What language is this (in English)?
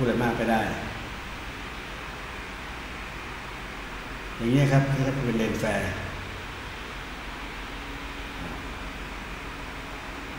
Thai